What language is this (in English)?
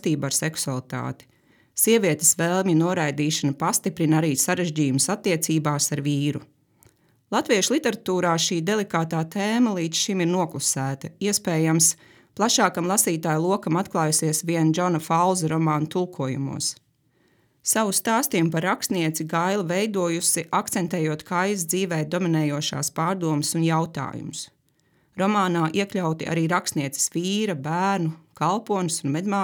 Latvian